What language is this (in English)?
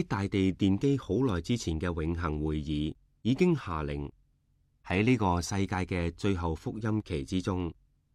Cantonese